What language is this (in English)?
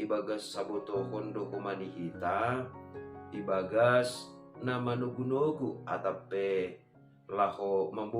Batak Simalungun